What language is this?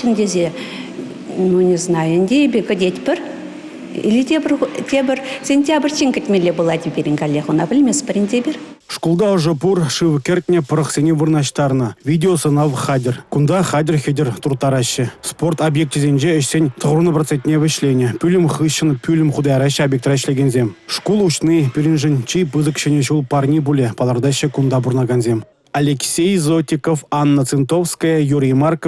Chuvash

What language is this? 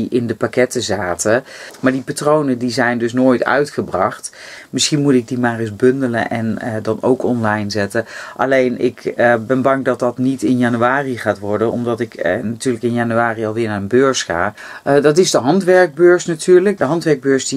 Dutch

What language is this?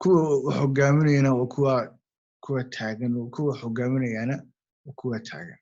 Somali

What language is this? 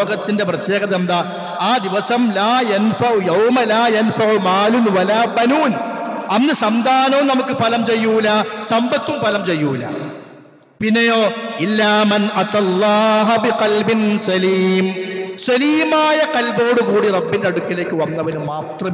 Malayalam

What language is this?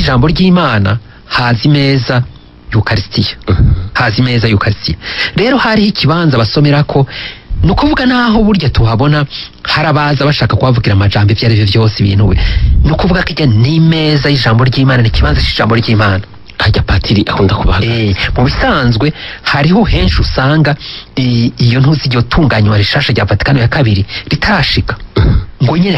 Rundi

